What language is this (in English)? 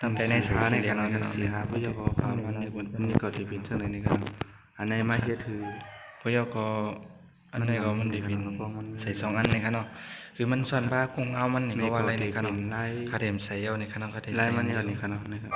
Shan